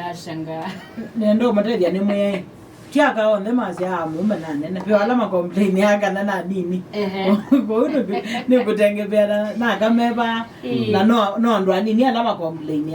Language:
Kamba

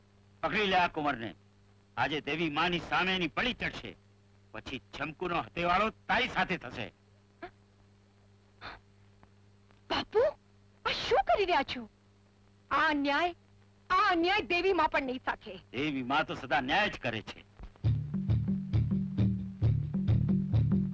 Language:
Gujarati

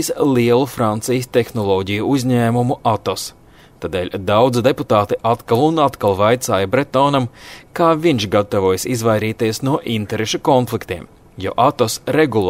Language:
Latvian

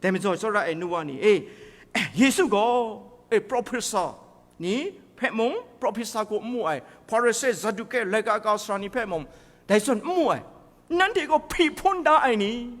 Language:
Kachin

